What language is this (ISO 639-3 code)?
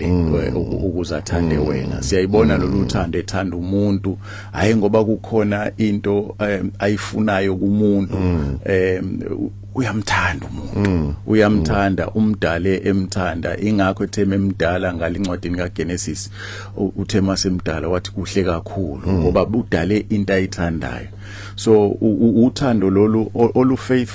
zul